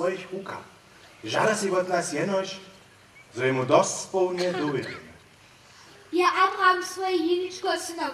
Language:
Upper Sorbian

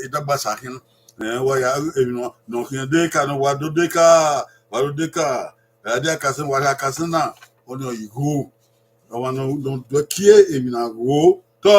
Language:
Bini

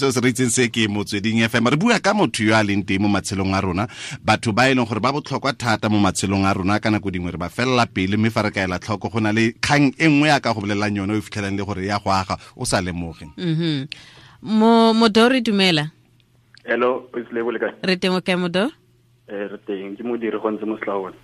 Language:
Tswana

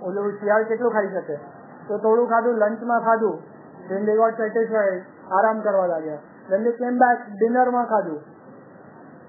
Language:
Gujarati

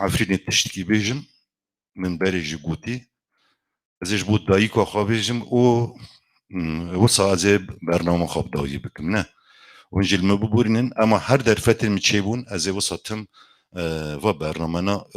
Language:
Kurdish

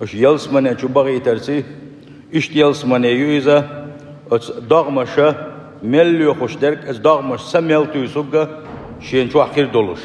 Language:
Chechen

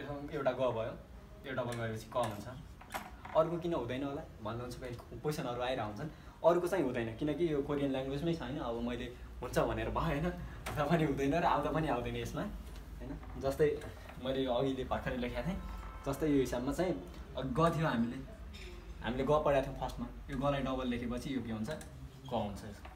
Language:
Nepali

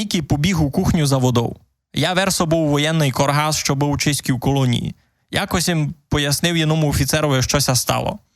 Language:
Rusyn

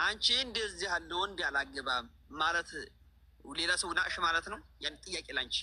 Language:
Amharic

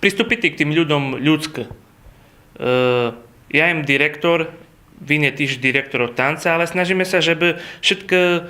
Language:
Rusyn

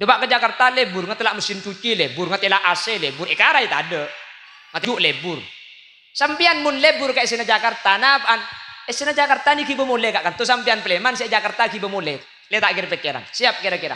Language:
Madurese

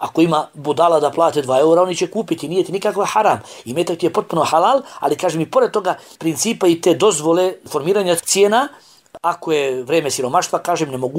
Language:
Bosnian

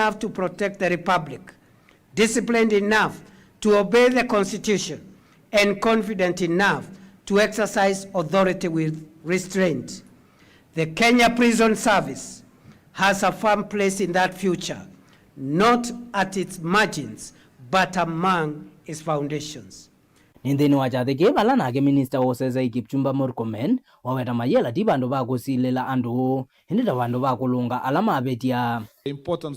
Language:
Kamba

